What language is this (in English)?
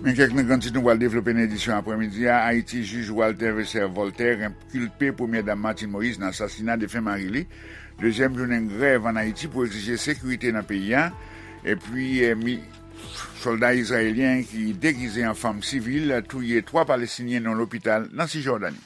Haitian Creole